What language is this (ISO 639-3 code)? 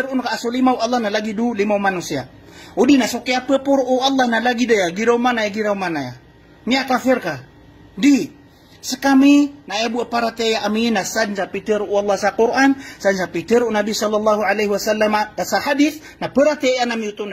mrw